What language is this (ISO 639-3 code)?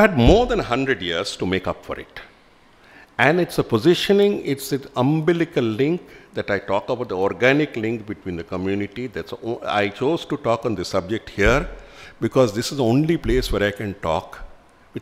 eng